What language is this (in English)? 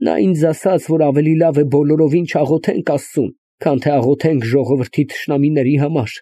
Armenian